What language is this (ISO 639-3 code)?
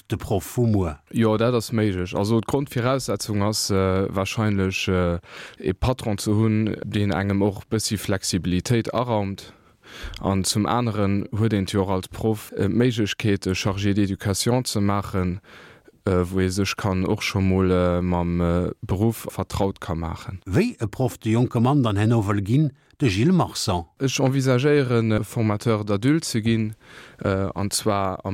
ltz